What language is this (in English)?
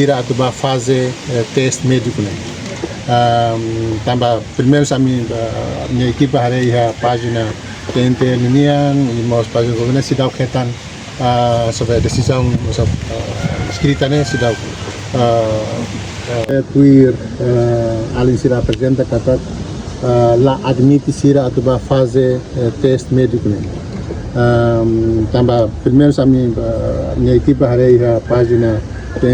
Tetum